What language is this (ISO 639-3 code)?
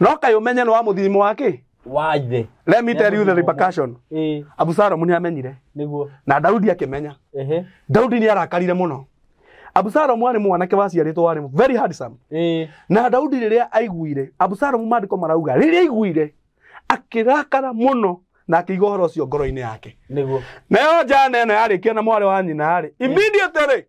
kik